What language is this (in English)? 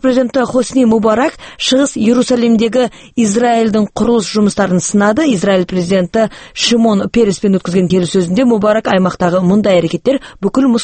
Kazakh